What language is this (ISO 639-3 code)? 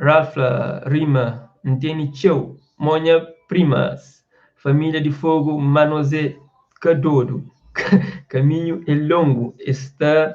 kea